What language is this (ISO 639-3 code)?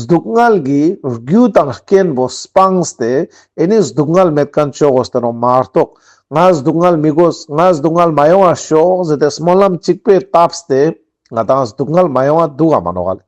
lbj